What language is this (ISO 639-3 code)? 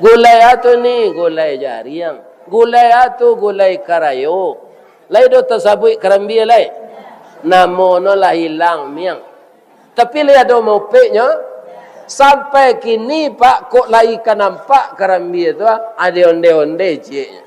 min